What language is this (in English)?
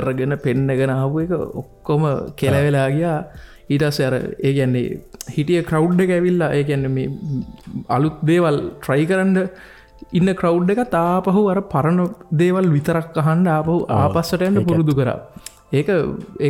Sinhala